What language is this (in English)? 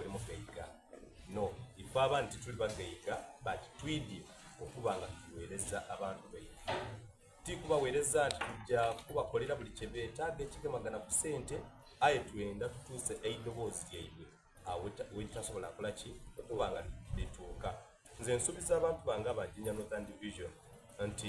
Soga